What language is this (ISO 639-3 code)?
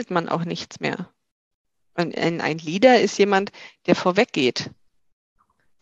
deu